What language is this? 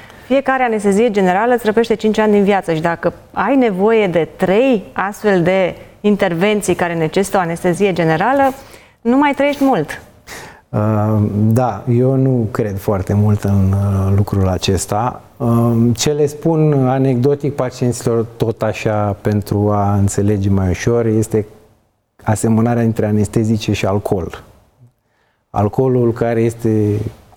Romanian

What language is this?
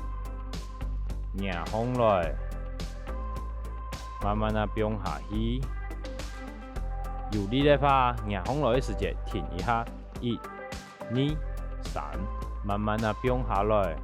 Hakka Chinese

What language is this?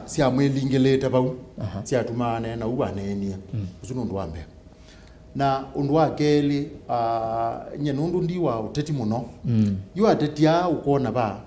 Kamba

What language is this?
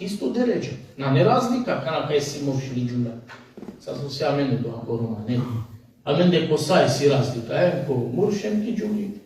Balkan Romani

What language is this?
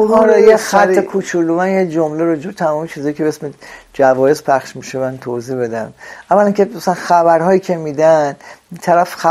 Persian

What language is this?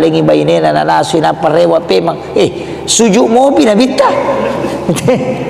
Buginese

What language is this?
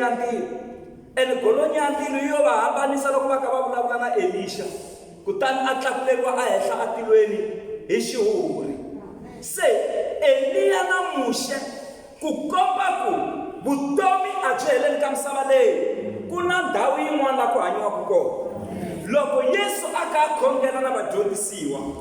Tsonga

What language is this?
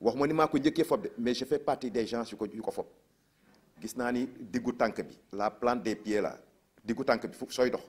Wolof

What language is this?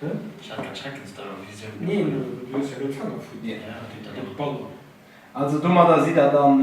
Luxembourgish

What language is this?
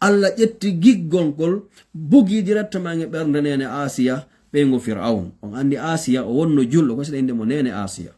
Fula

